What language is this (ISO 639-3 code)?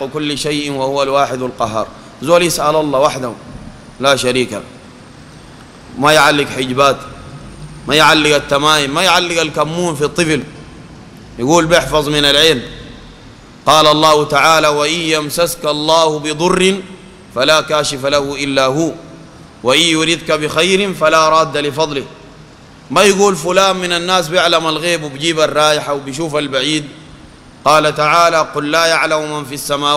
apd